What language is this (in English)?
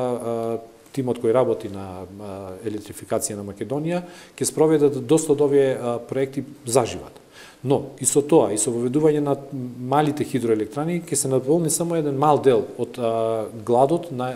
Macedonian